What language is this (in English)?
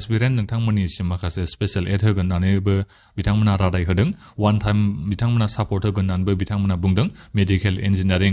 Bodo